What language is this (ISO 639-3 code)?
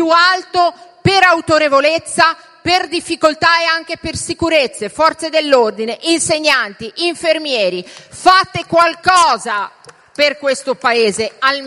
ita